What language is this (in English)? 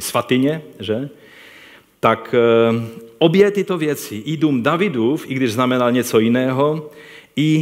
Czech